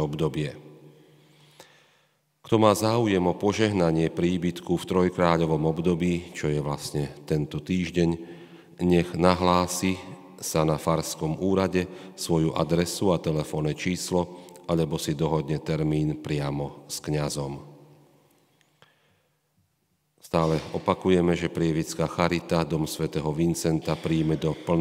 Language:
Slovak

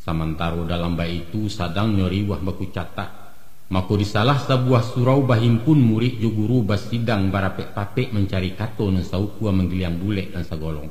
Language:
Minangkabau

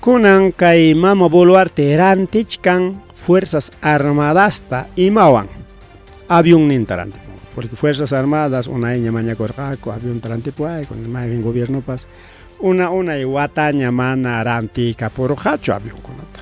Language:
Ayacucho Quechua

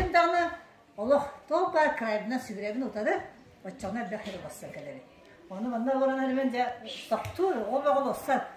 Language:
Yakut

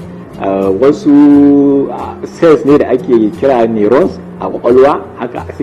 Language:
Hausa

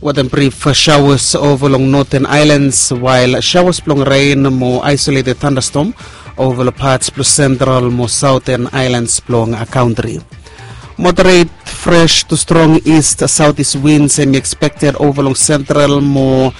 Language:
Bislama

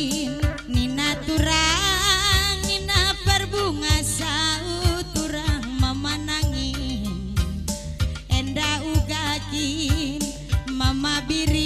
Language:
Batak Karo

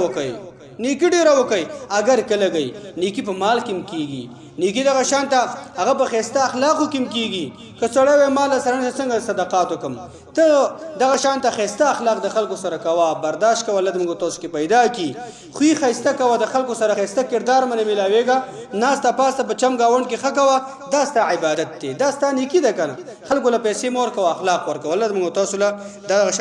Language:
Pashto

